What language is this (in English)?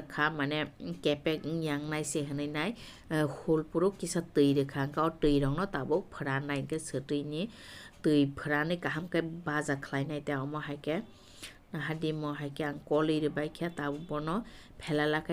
Kok Borok